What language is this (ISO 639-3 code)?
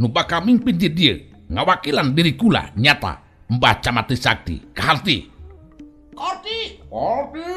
sun